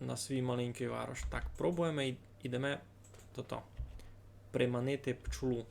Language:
Rusyn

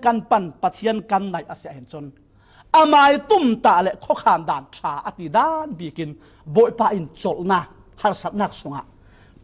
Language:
Falam Chin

